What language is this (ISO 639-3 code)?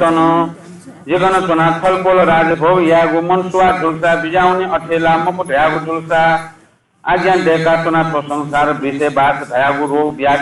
new